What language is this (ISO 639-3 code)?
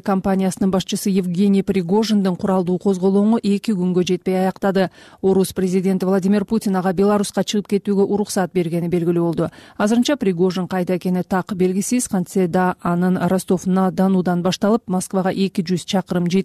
kir